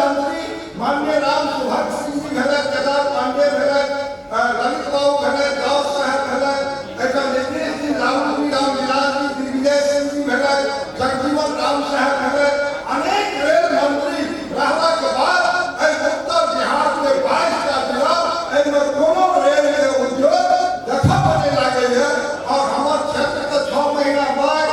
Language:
Maithili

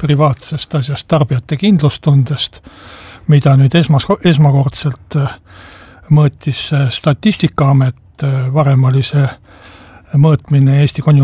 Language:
Estonian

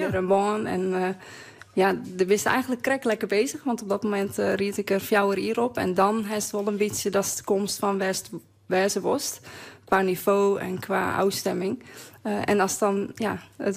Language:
Western Frisian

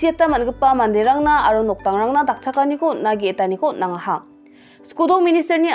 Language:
Garo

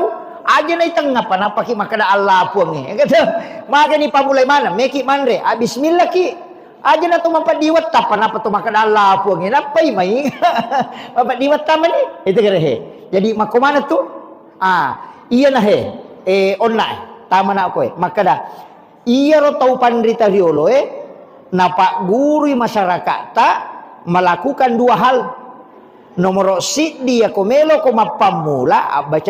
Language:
Buginese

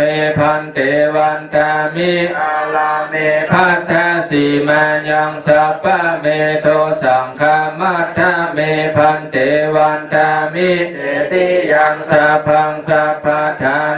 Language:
Pali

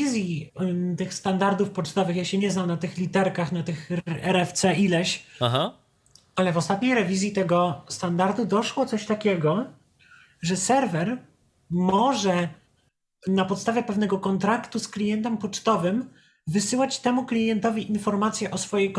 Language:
Polish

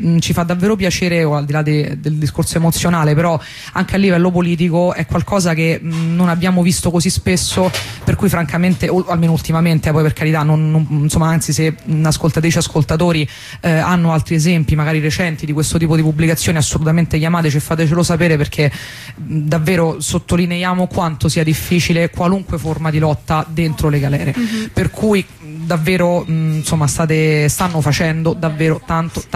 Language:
Italian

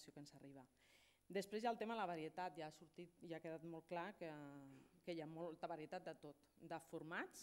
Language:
Catalan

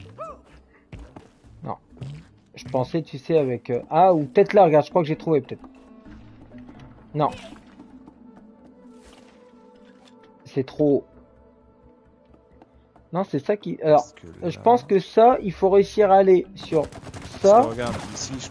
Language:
French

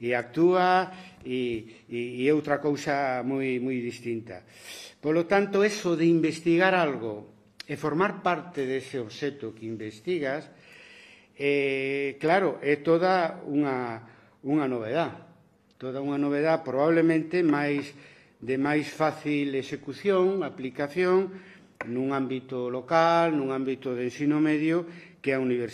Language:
Galician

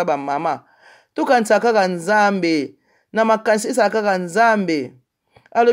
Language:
Lingala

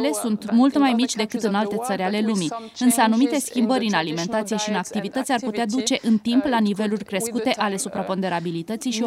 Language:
Romanian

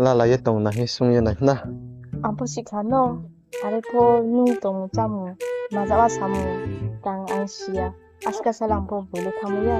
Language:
Riang (India)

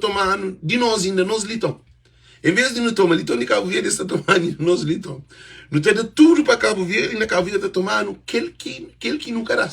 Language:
Kabuverdianu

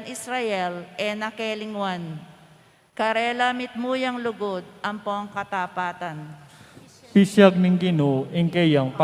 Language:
Pampanga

